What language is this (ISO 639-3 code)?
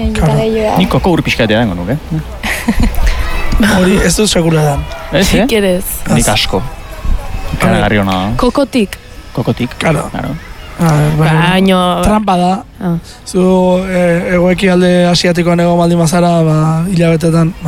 eus